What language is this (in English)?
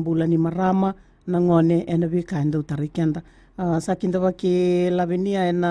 Fijian